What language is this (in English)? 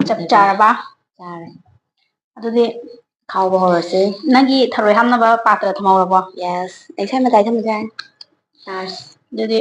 Manipuri